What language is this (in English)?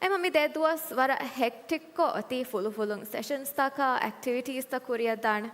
Divehi